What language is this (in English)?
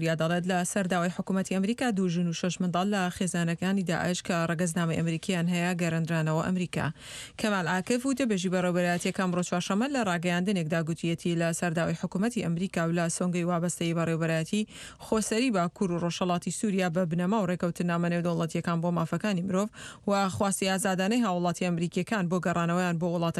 Central Kurdish